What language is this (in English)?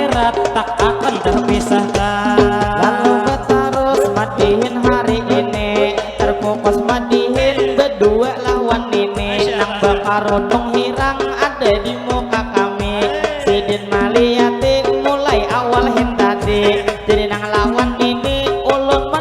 Banjar